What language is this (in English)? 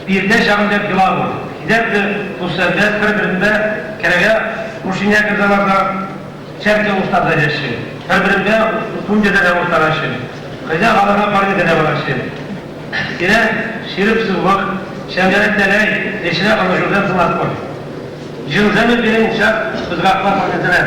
Chuvash